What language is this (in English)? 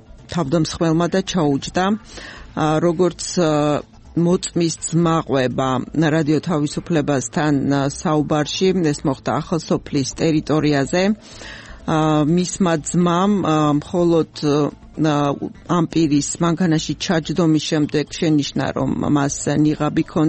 Georgian